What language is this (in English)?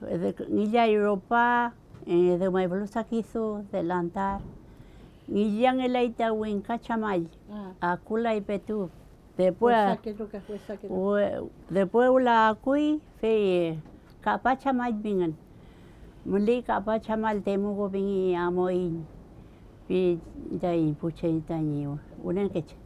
Mapuche